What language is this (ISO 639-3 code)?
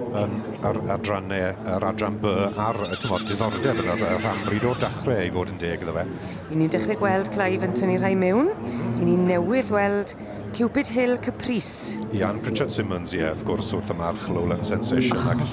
cym